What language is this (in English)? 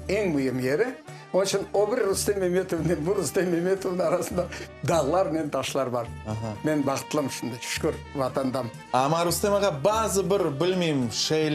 Crimean Tatar